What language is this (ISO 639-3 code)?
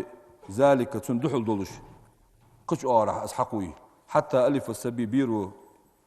inh